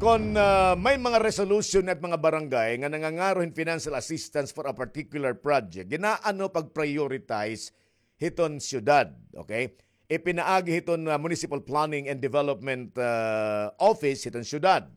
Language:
Waray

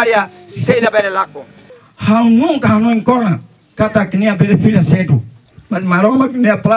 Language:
Tetum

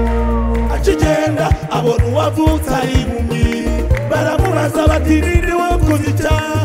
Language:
Kinyarwanda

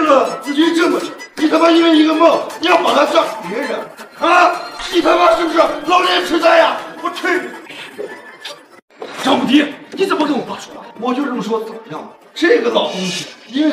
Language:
Chinese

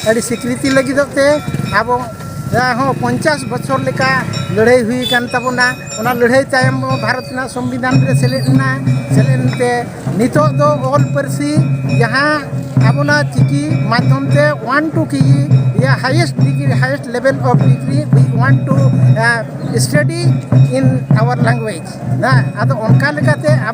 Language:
Santali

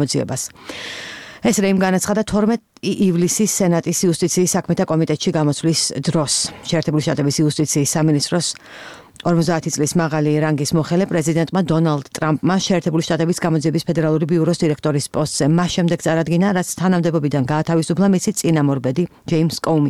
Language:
Georgian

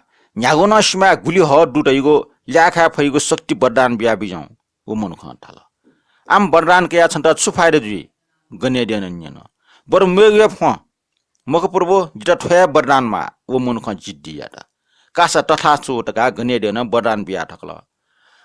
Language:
Newari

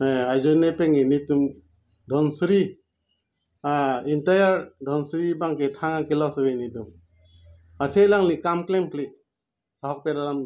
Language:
Karbi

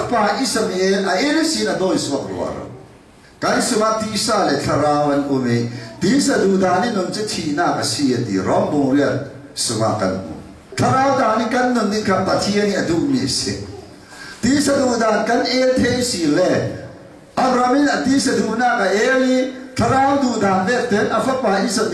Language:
Falam Chin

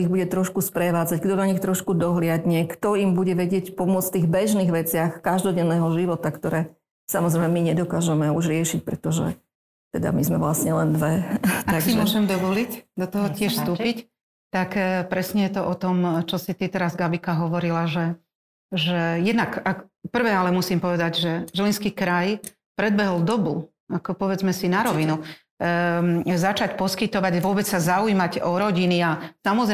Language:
Slovak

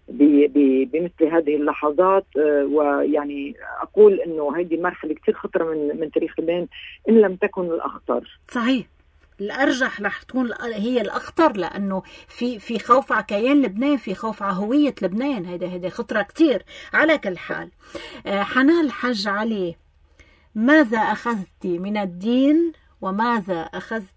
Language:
North Levantine Arabic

